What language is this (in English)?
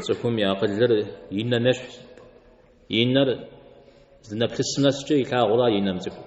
Kabardian